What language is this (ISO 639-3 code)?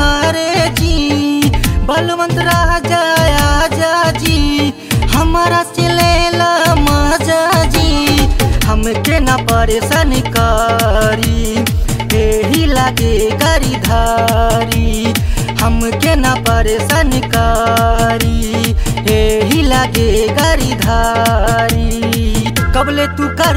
bho